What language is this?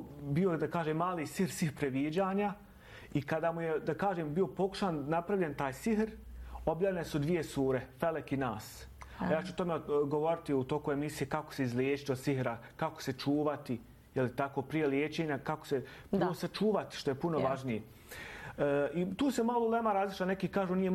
Bosnian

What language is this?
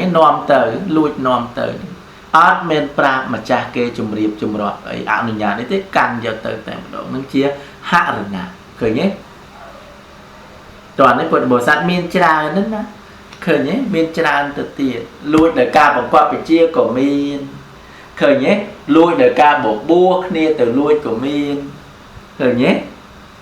Khmer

